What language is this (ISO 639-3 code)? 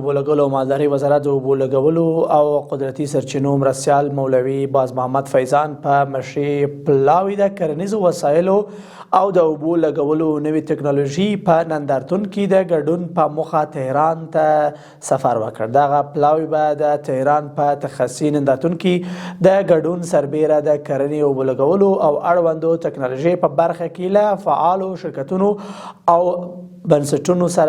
pus